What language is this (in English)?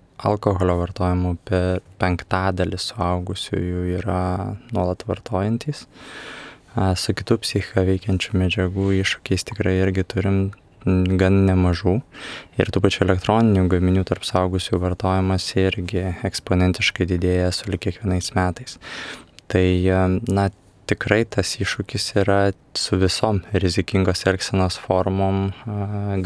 Lithuanian